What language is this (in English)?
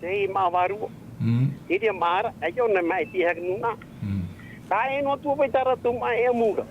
Tahitian